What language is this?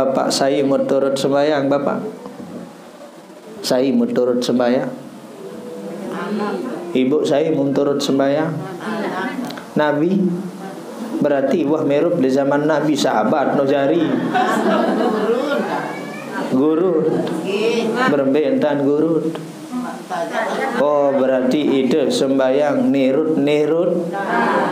Sasak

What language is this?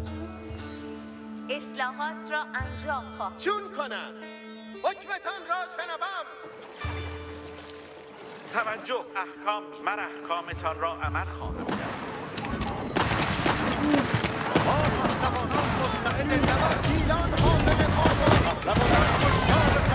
Persian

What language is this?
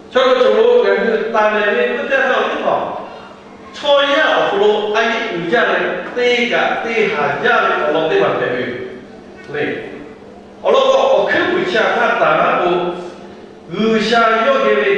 Lahu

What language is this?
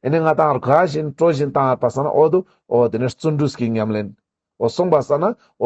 Ladakhi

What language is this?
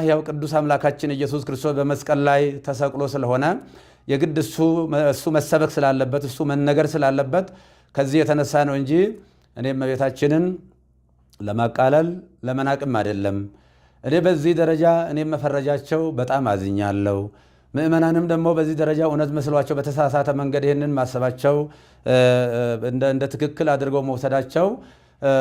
Amharic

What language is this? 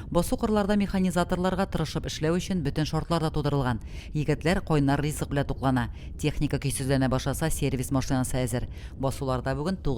Tatar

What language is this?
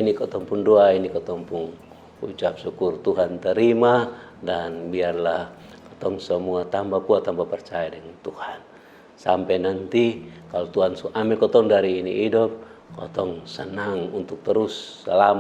Kupang Malay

